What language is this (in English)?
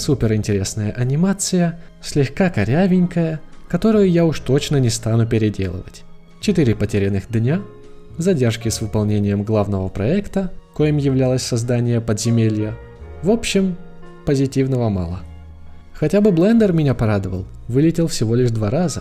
Russian